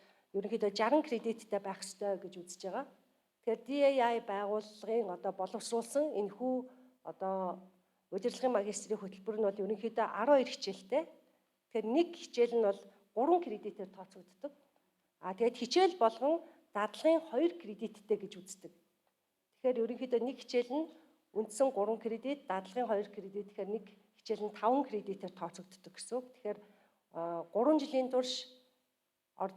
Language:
Mongolian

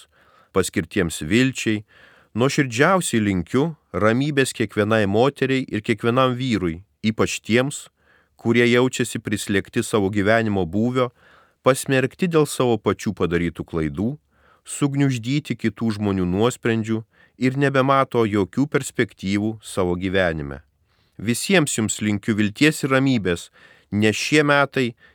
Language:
Lithuanian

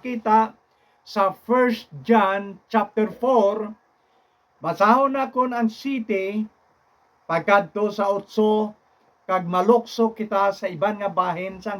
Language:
Hiligaynon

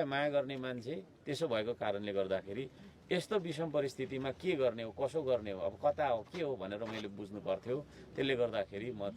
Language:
Nepali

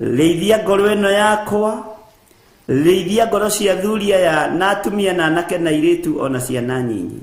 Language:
Kikuyu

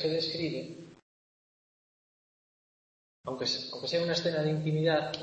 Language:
Spanish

